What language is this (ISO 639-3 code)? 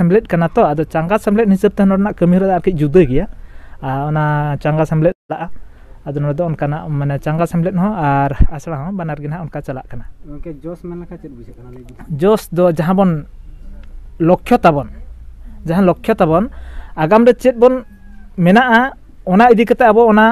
sat